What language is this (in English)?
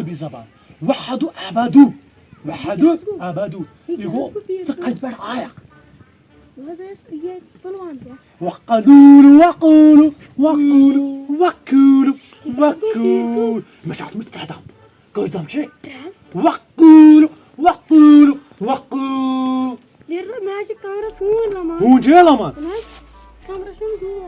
Kashmiri